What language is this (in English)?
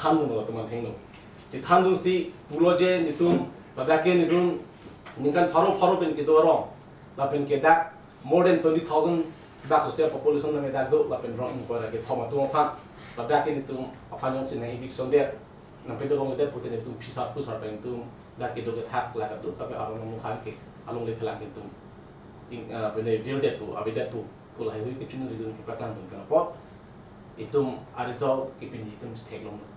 Karbi